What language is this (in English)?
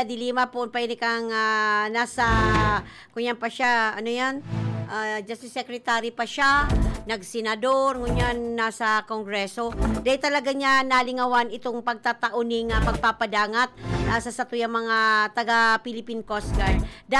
Bikol